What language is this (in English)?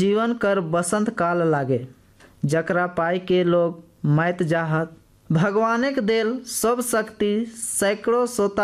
Sadri